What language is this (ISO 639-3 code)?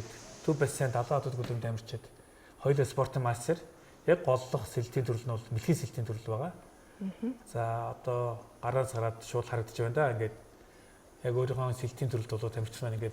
mon